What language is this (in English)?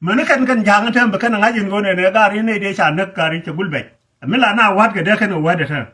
Nuer